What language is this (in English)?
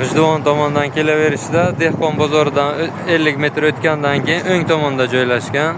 Uzbek